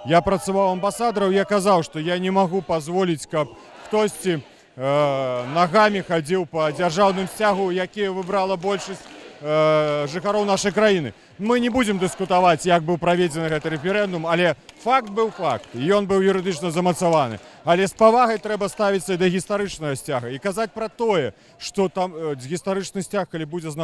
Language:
Belarusian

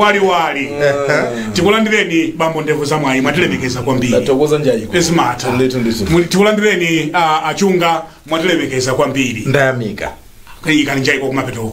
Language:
Nyanja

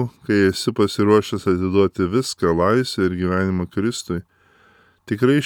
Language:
Lithuanian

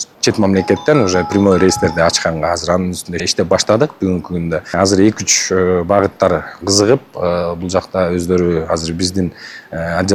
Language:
Kyrgyz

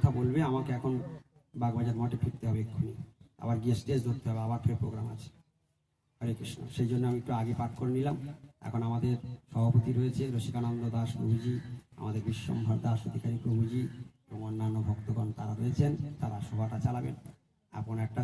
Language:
Bangla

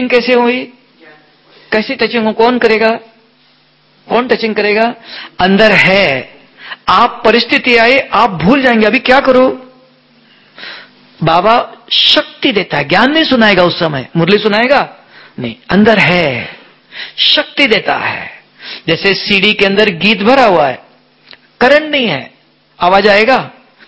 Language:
Hindi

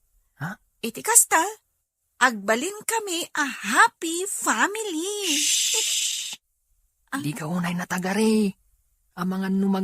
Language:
Iloko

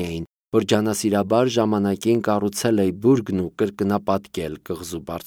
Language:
Armenian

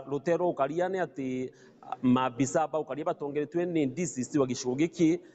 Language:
Meru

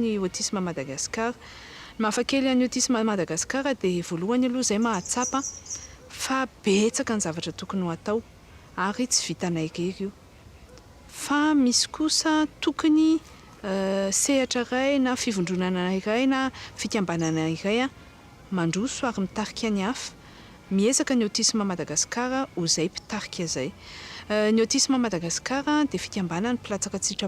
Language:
Malagasy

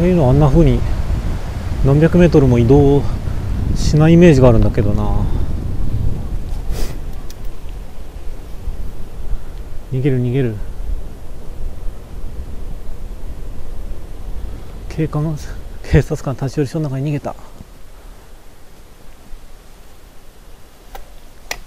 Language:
Japanese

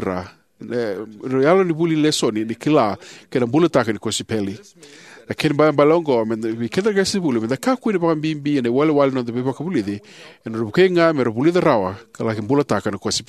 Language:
Fijian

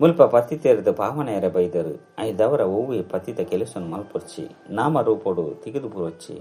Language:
Tulu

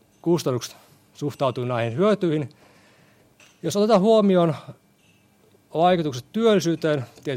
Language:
Finnish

